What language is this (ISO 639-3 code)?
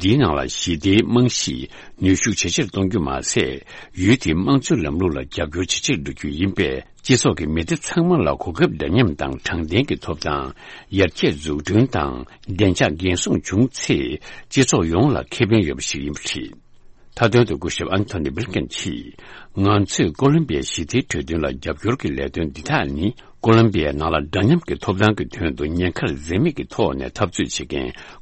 bod